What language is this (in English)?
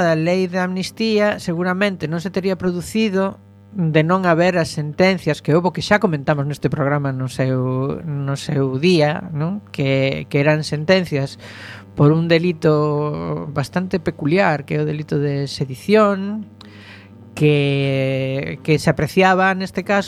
Galician